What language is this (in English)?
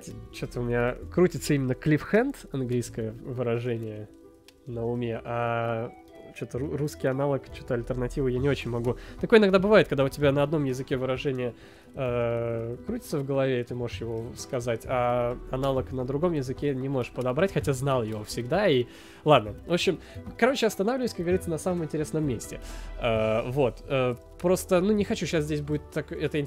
Russian